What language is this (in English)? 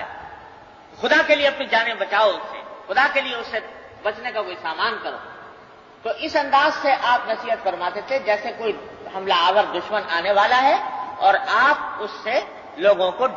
Urdu